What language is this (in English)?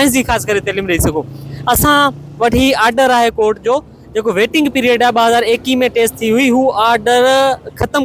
Sindhi